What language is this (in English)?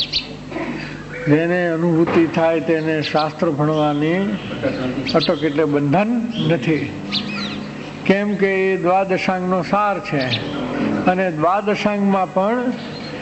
Gujarati